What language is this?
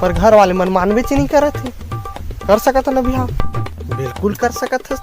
Chhattisgarhi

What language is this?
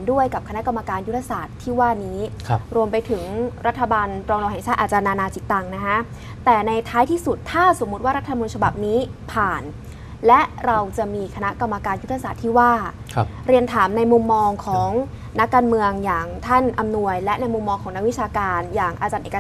Thai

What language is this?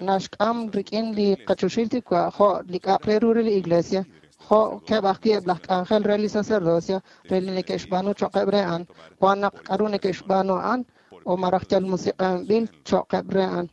Kekchí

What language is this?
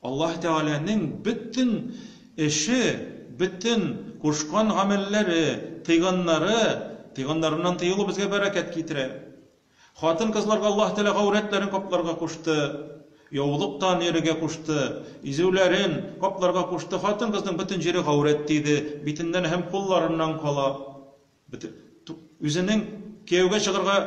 Tatar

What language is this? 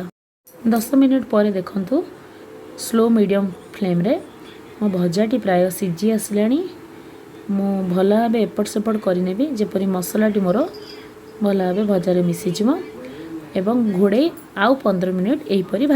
Odia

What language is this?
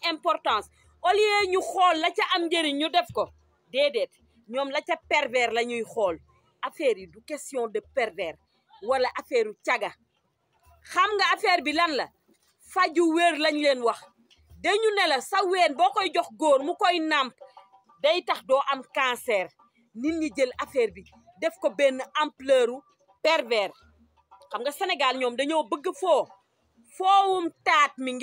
Wolof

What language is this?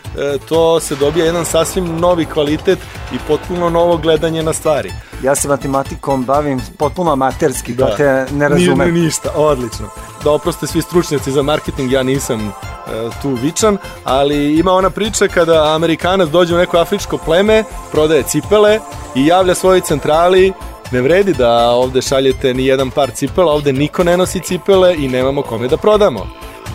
Serbian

